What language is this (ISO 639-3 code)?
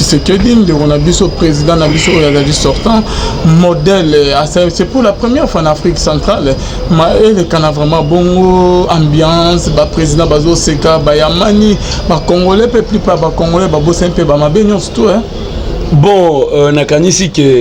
lin